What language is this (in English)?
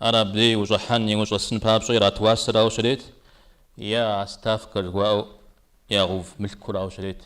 Kabardian